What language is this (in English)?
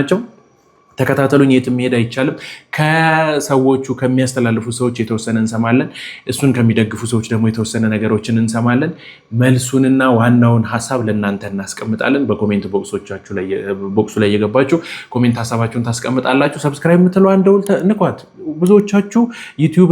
Amharic